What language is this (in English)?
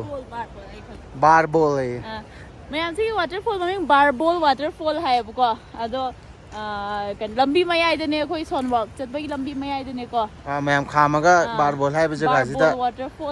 Manipuri